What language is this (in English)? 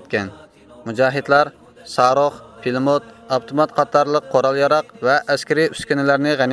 Uyghur